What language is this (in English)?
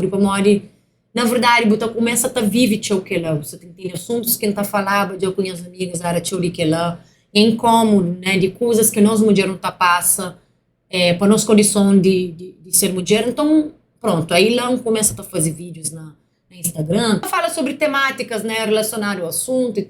Kabuverdianu